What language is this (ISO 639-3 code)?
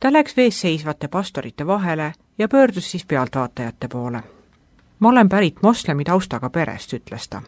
est